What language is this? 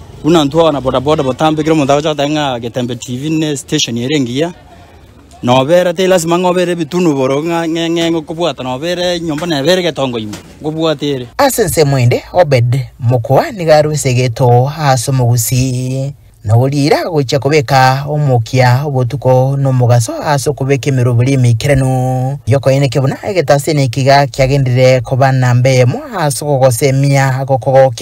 Gusii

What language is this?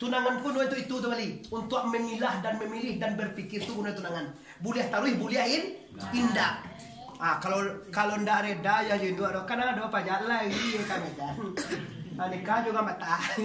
Minangkabau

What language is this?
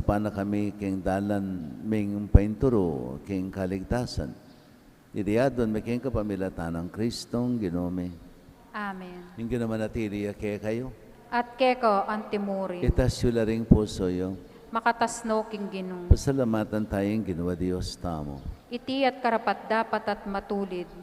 Pampanga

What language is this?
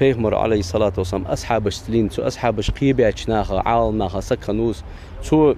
Ingush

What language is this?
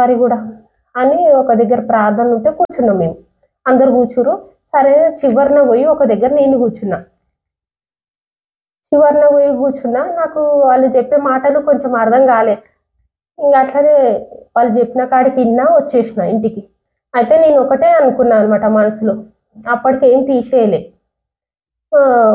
Telugu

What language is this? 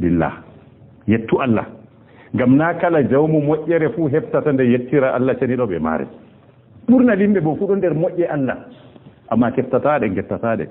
Fula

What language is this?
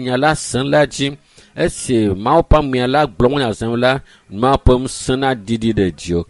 Ewe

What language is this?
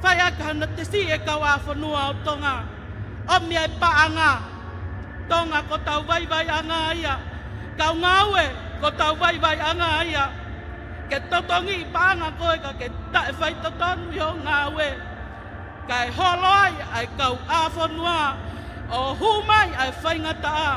Tongan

